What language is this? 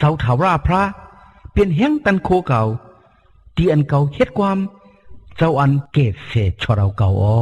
Shan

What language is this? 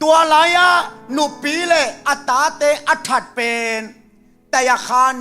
Tedim Chin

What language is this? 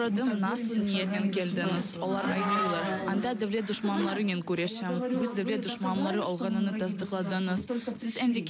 Crimean Tatar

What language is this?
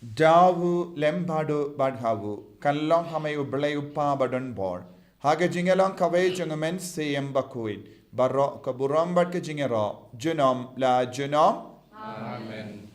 Khasi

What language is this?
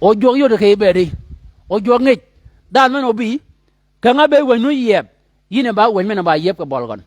Shilluk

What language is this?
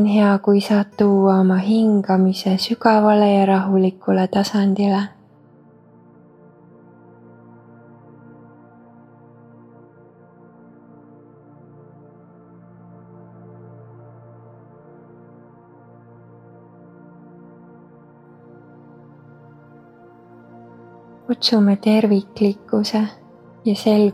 Estonian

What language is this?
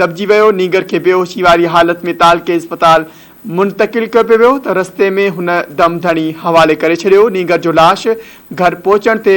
Sindhi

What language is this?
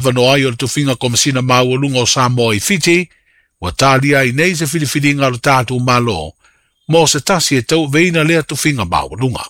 Samoan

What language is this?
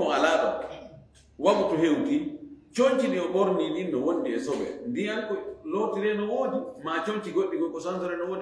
Fula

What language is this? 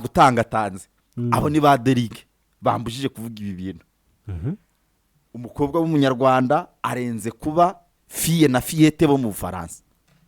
Kinyarwanda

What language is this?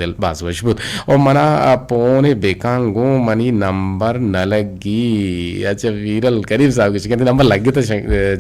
Eastern Balochi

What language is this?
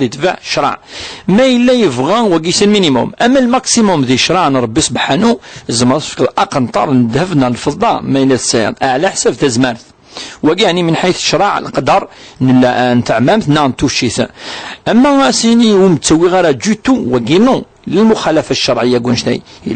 Kabyle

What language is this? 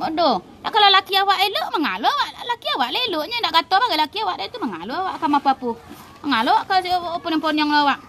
Minangkabau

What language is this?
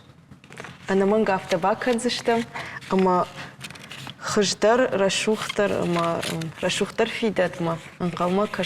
Ossetic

